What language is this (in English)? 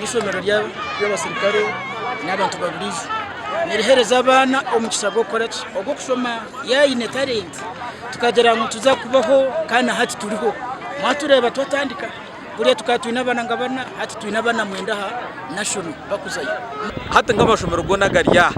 Nyankole